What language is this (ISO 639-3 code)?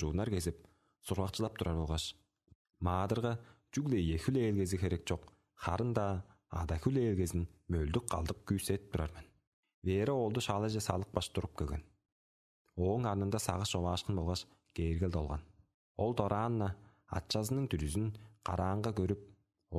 tyv